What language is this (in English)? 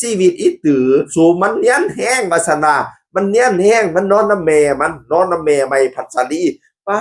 Northeastern Thai